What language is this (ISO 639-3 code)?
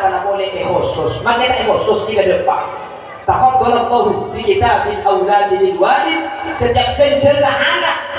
mad